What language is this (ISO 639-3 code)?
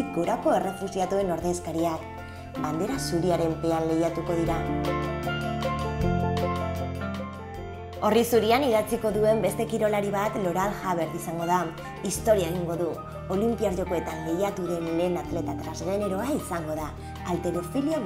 eus